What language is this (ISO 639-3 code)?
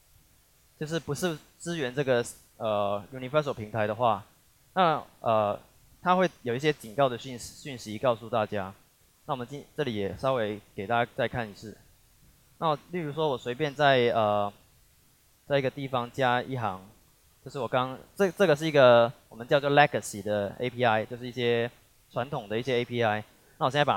zho